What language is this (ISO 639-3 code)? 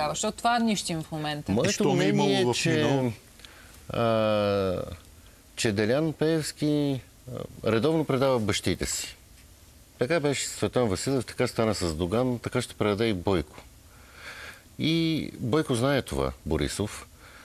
bul